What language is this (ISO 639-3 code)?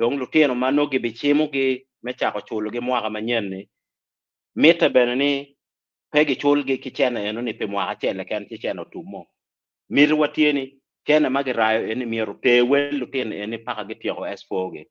ach